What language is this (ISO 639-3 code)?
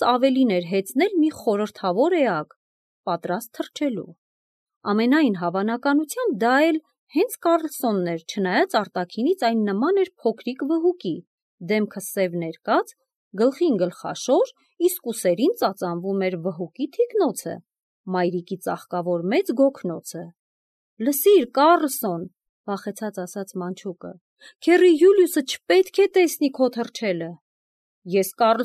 hye